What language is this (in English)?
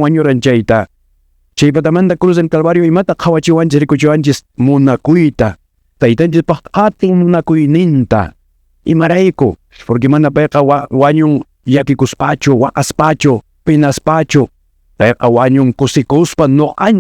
Quechua